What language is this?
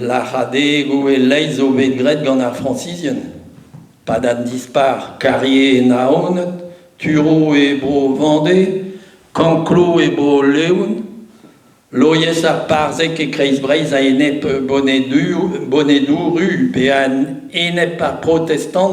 Breton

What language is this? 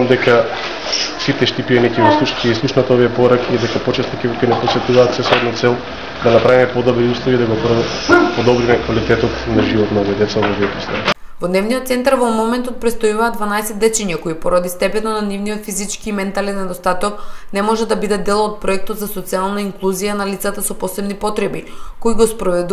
Macedonian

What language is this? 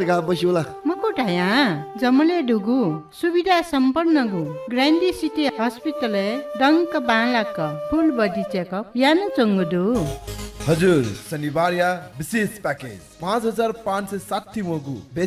Newari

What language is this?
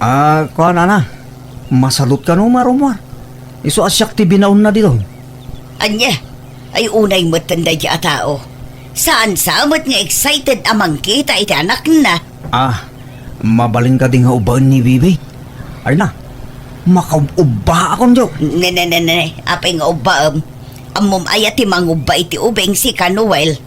Iloko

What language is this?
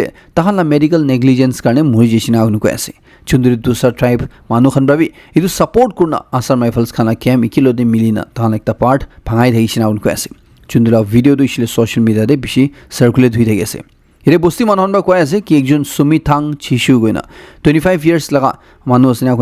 Naga Pidgin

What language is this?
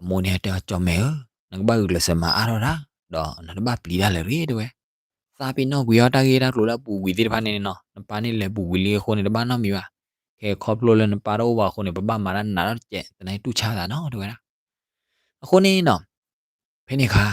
S'gaw Karen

